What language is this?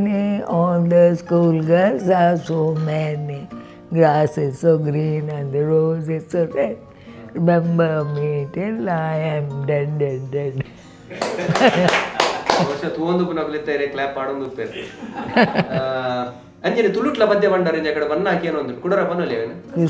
Tulu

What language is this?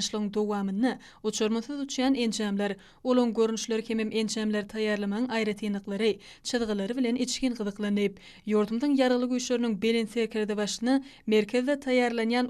Turkmen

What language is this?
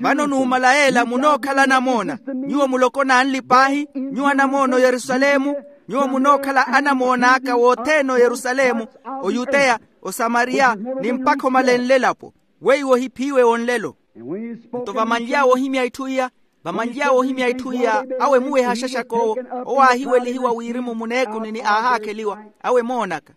Makhuwa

